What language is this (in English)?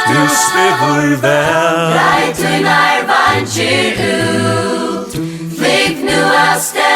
Faroese